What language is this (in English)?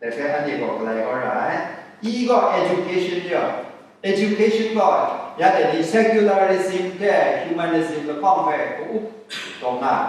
Kachin